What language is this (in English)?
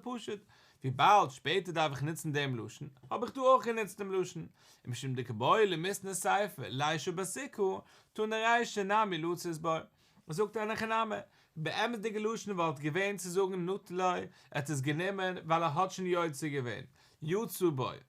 Yiddish